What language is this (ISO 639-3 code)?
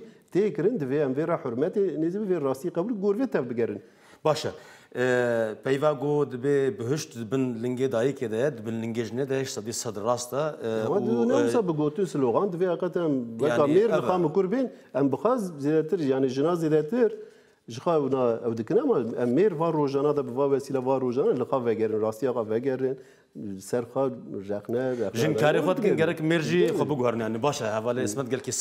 kur